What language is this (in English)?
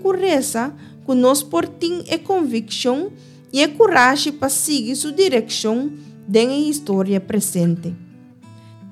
Papiamento